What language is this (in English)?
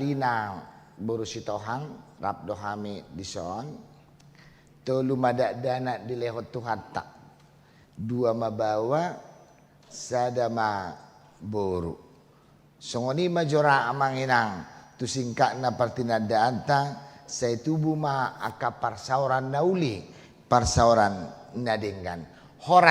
Batak Toba